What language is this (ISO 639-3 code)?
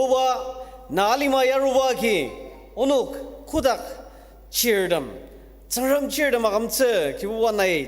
njo